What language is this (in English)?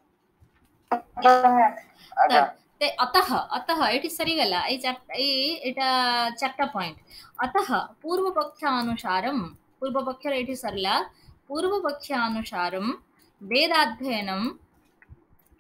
Odia